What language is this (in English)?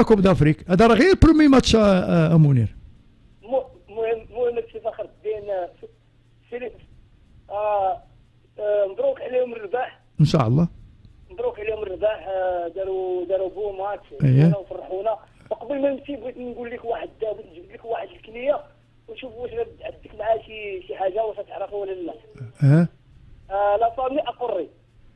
Moroccan Arabic